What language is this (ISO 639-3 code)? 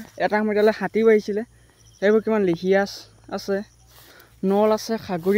asm